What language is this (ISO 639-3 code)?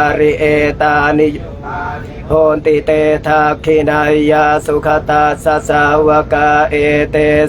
pli